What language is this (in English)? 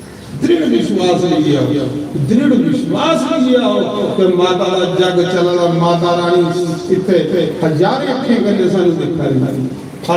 Dogri